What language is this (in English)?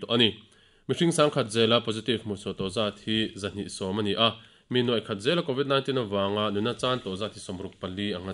Mizo